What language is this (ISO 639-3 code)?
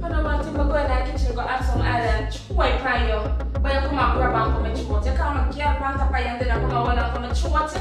jam